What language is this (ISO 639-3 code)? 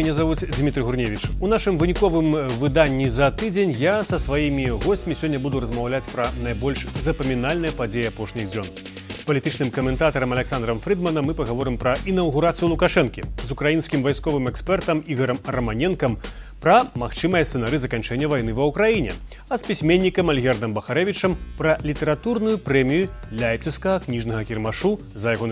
bel